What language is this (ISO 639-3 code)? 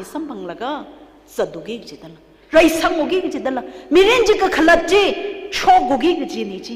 nmf